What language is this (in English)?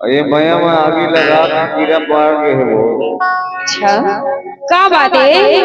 Chhattisgarhi